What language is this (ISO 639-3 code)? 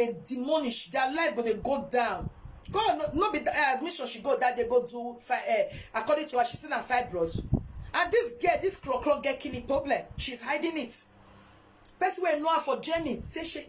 pcm